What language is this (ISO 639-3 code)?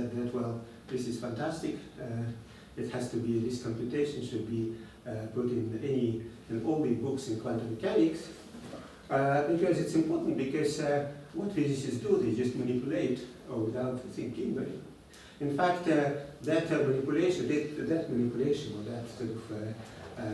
eng